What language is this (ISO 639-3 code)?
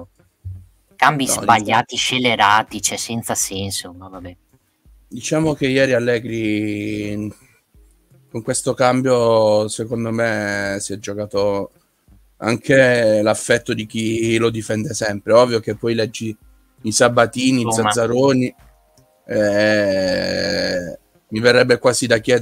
ita